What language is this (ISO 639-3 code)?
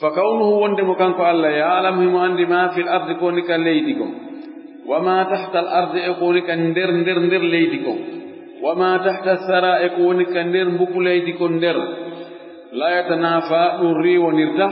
ful